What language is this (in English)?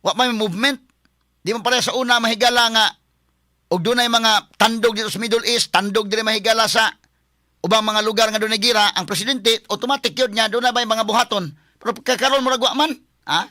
Cebuano